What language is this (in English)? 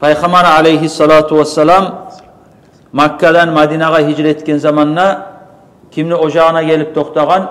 Kumyk